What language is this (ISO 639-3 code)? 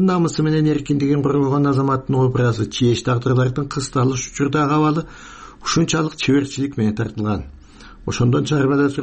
kir